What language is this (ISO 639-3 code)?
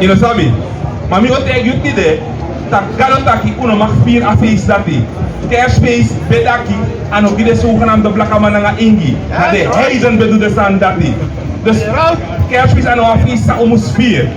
srn